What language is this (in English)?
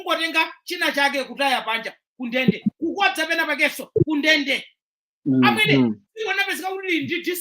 Nyanja